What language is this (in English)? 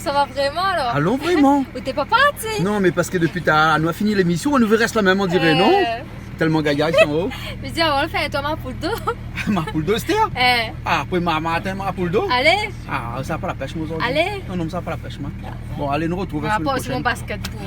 Réunion Creole French